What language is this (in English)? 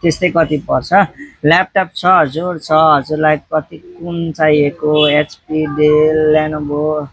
Nepali